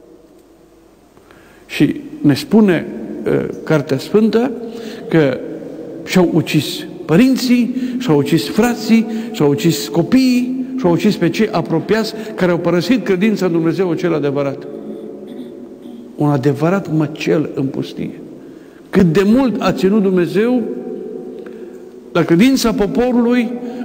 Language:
Romanian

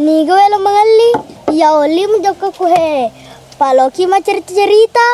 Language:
Buginese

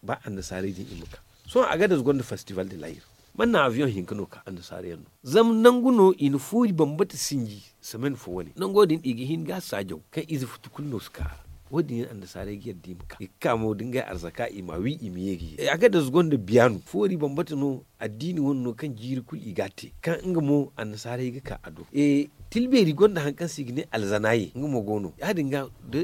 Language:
Zarma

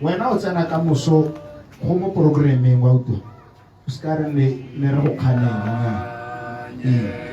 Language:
Tswana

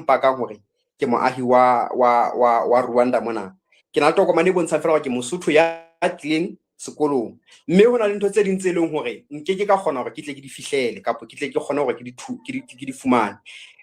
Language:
Southern Sotho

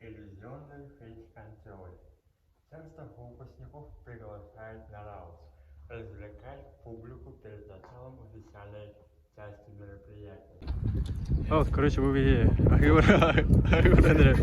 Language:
Yakut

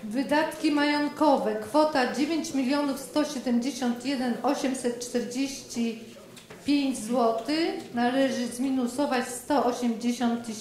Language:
Polish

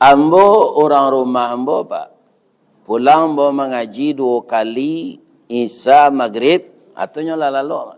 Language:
Minangkabau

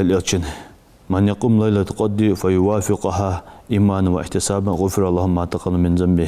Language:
Ingush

